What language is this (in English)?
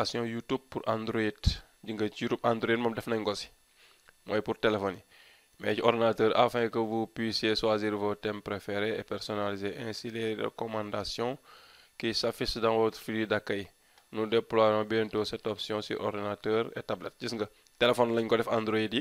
Wolof